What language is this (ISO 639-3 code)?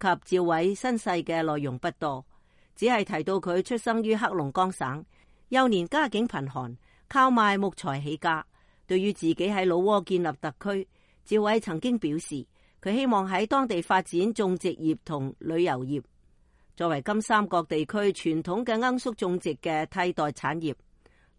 yue